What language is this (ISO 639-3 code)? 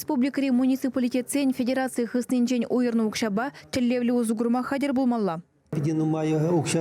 chv